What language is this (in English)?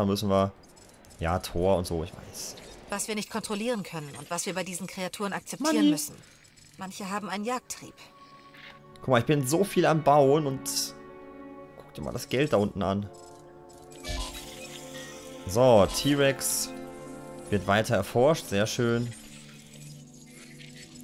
German